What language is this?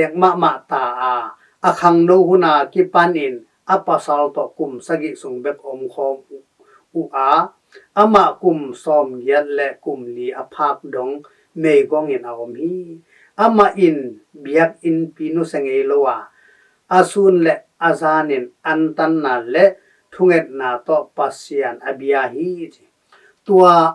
Tedim Chin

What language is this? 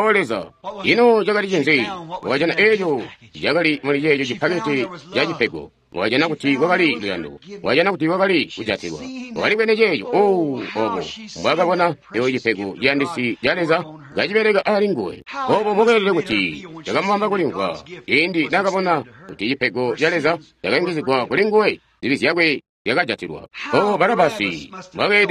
Tonga (Zambia)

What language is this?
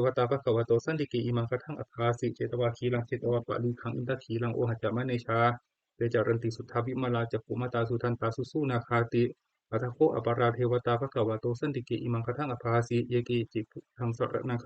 Pali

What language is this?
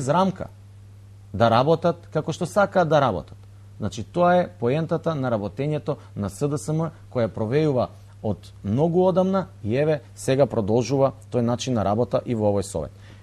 Macedonian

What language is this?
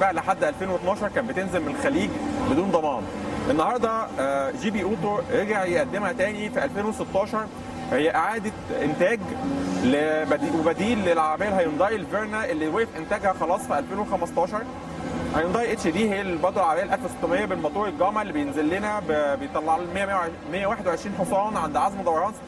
Egyptian Arabic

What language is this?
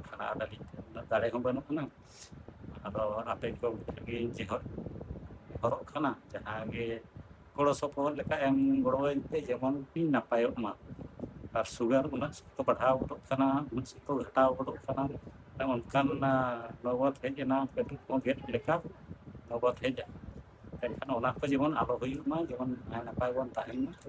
Santali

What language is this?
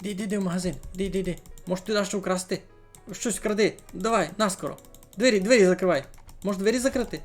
Rusyn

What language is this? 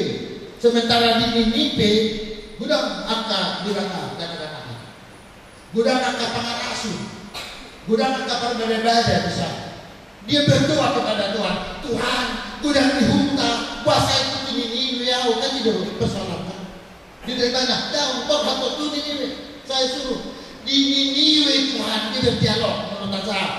Batak Toba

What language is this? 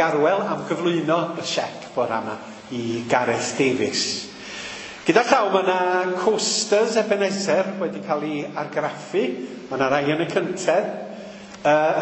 Welsh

